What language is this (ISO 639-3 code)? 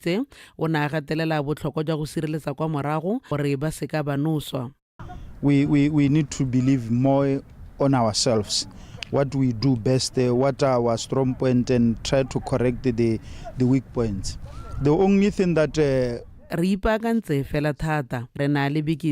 tsn